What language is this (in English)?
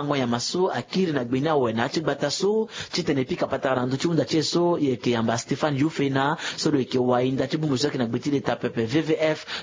Sango